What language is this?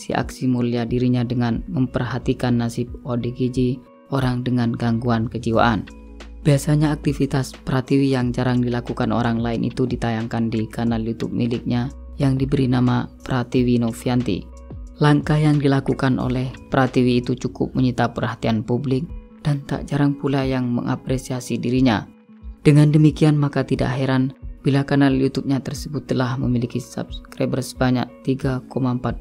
Indonesian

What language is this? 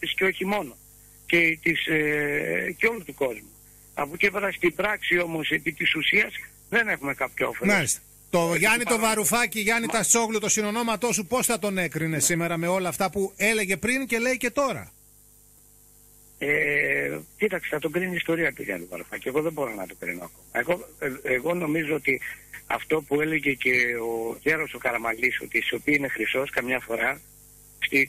Greek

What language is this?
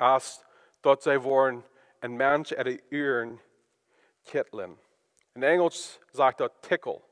Plautdietsch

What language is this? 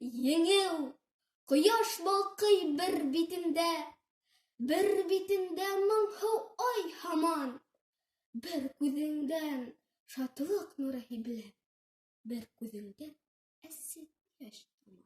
Bashkir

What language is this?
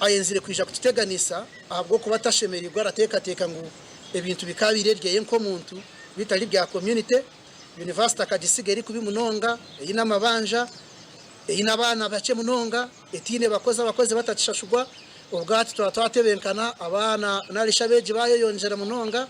Nyankole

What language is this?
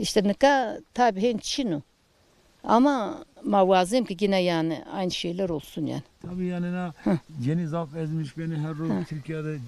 Zaza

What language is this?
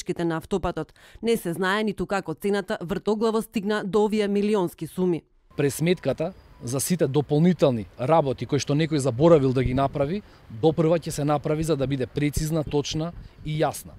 Macedonian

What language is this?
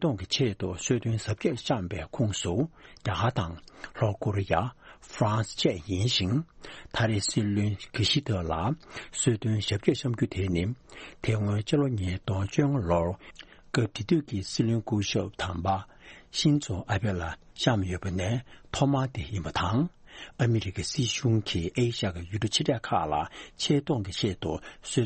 Tibetan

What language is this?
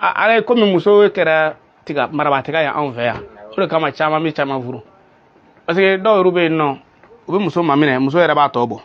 Bambara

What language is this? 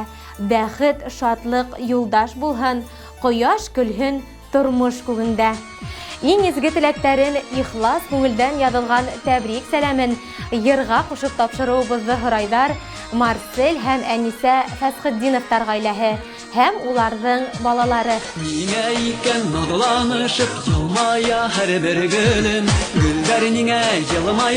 Bashkir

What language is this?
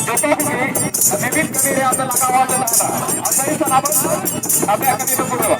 Santali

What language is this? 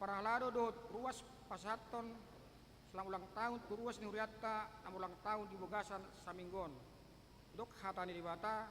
Batak Toba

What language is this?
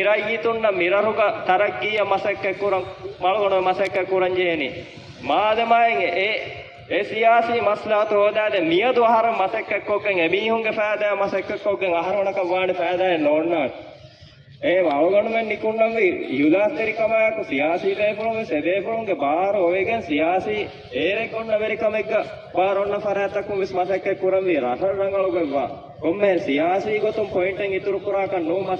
Divehi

